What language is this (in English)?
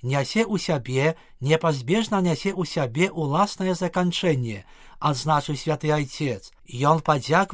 Belarusian